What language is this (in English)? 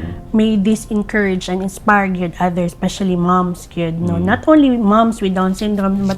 Cebuano